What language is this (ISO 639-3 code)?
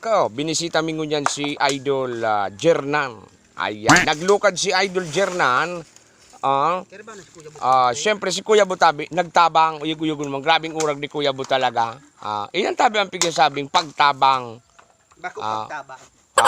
bik